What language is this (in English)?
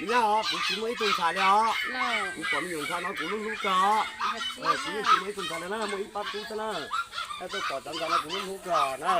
Hmong